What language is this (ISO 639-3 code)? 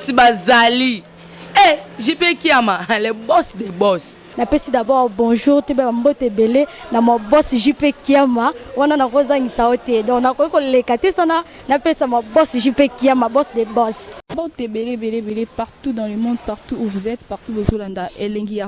lin